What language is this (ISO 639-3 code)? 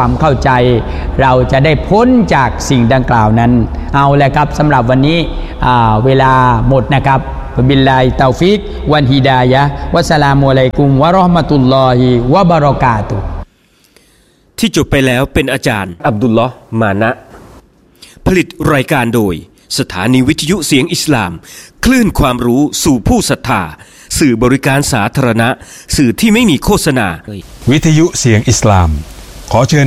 tha